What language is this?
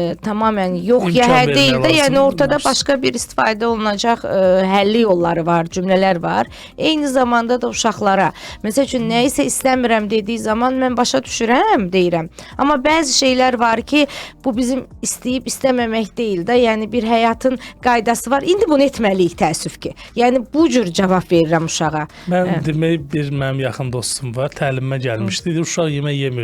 Azerbaijani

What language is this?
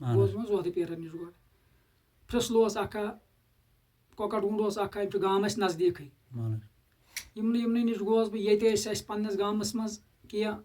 Kashmiri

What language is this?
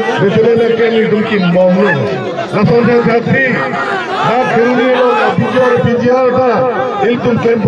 Karbi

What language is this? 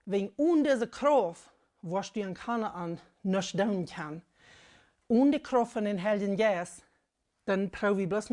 Plautdietsch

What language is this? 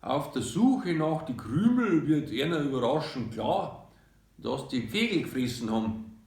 Bavarian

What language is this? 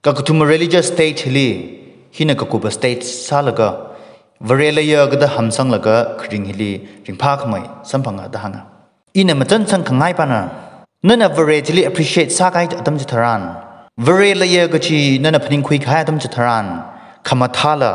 Tangkhul Naga (India)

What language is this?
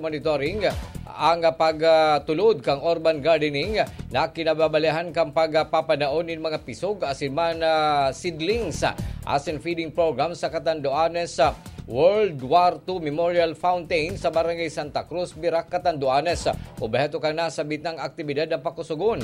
Bikol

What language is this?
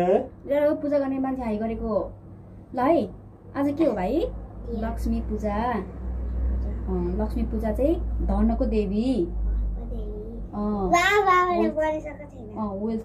Nepali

